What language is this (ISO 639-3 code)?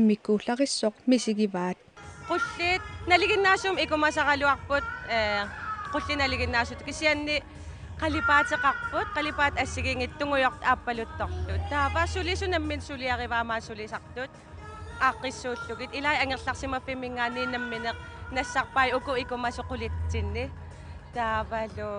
kal